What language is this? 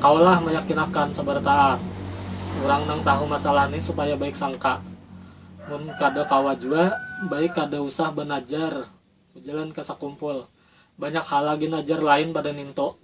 Banjar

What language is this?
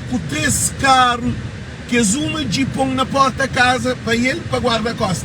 Kabuverdianu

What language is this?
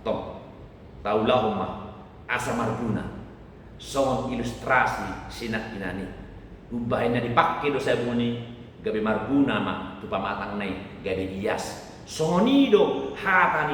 Batak Toba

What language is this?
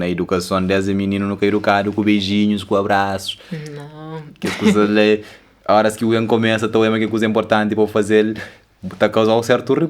Kabuverdianu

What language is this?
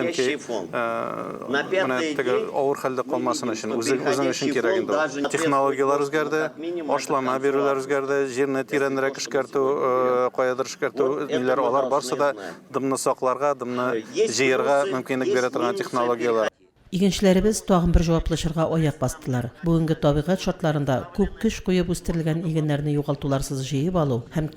Tatar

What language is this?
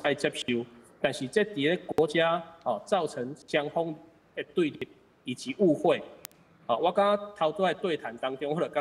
Min Nan Chinese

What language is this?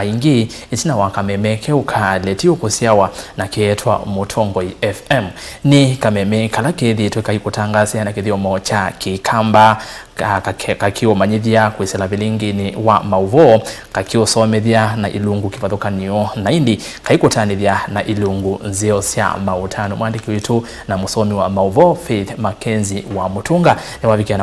Kamba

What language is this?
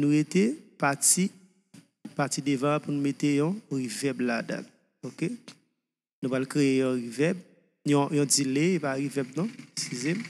Haitian Creole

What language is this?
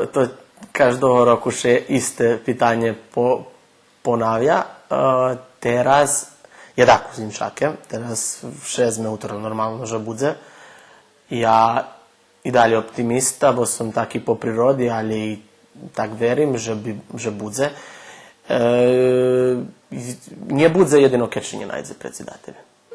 Rusyn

